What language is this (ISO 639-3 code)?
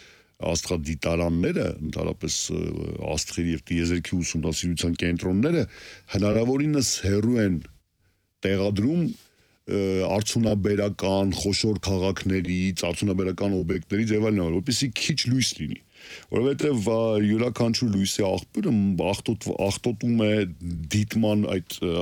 hye